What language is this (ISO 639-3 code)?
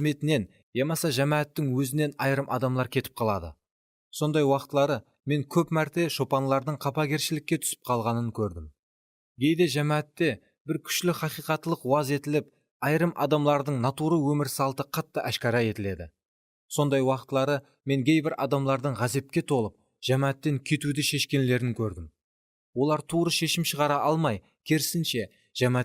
kaa